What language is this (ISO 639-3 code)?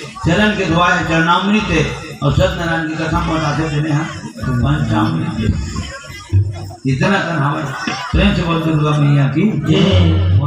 hne